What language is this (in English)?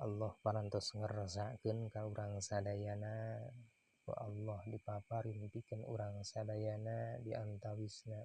Sundanese